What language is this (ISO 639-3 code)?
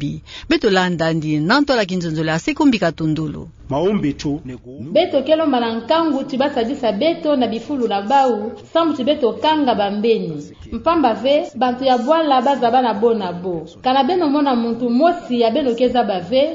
ktu